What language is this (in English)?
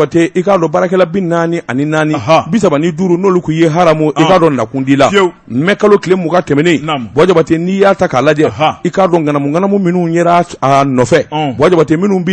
Bambara